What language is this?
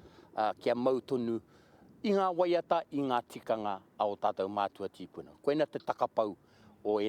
Māori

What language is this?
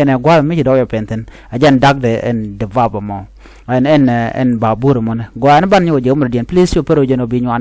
Nuer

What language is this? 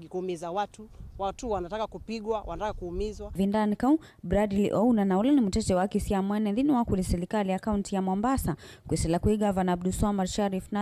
Kamba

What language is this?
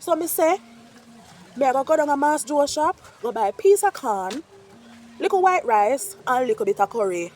Jamaican Creole English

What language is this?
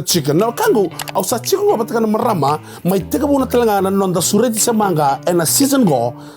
Fijian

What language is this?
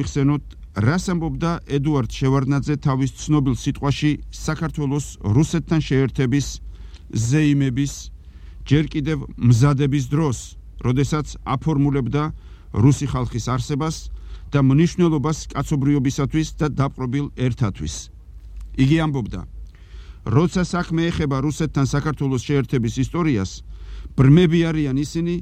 Georgian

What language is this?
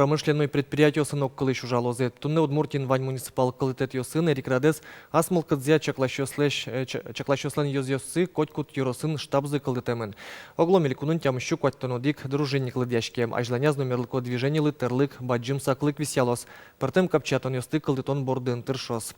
Udmurt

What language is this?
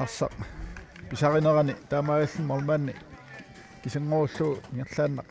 Kalaallisut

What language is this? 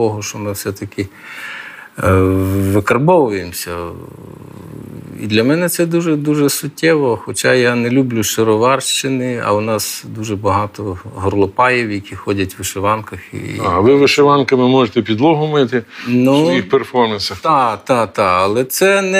Ukrainian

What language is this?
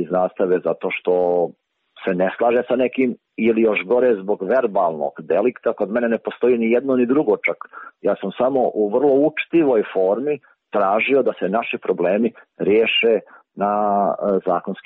Serbian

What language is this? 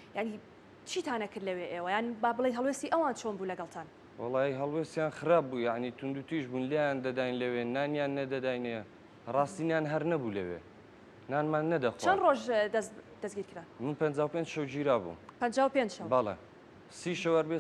Central Kurdish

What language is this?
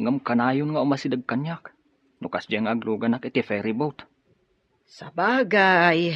Iloko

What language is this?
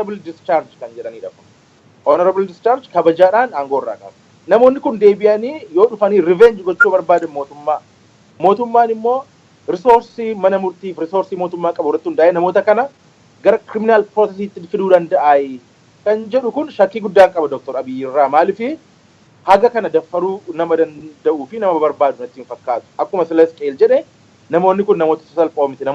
Oromo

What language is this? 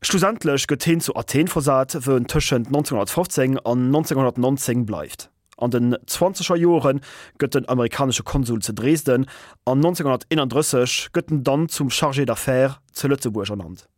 Luxembourgish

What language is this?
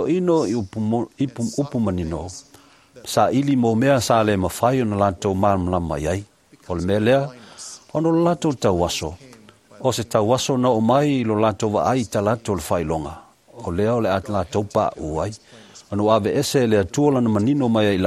Samoan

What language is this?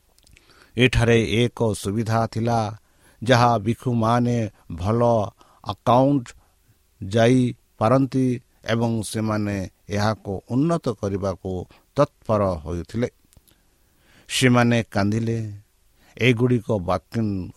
Odia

